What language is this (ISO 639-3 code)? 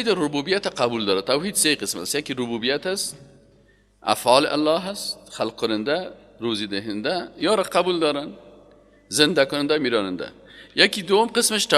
fas